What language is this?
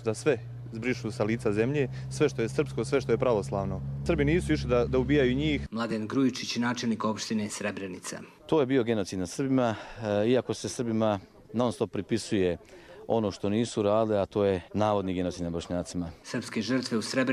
Serbian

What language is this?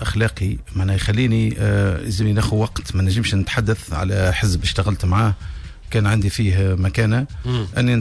Tunisian Arabic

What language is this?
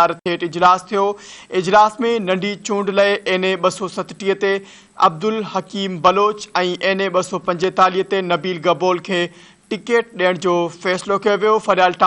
Sindhi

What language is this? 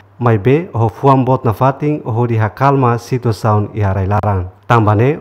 Tetum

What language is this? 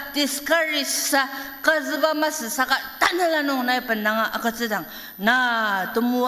Ao Naga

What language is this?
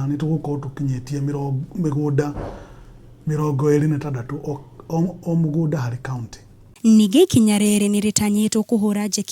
Kikuyu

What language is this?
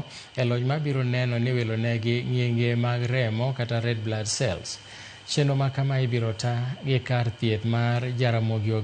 Luo (Kenya and Tanzania)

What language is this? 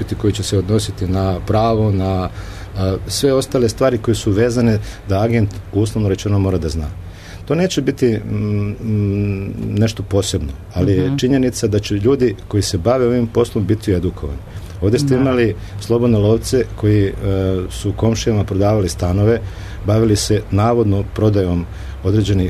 Serbian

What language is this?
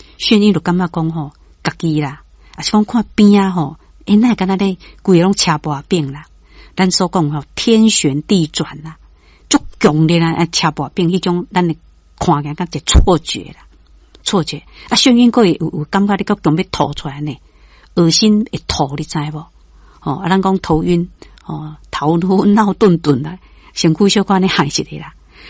Min Nan Chinese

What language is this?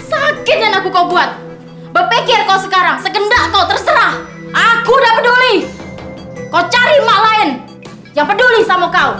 Musi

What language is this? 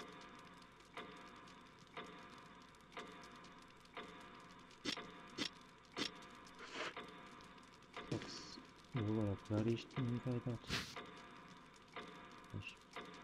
Portuguese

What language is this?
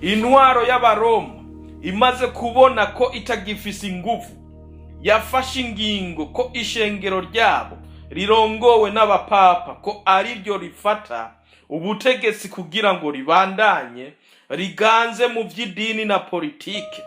Rundi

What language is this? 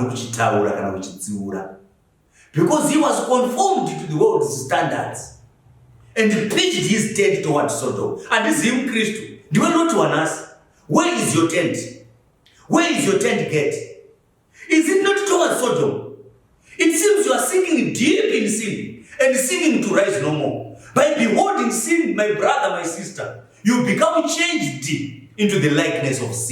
Shona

